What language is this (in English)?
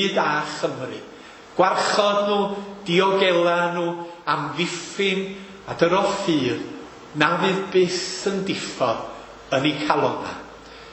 Welsh